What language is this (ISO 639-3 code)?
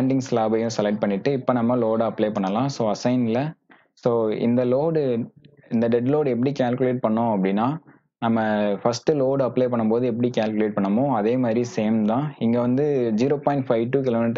tam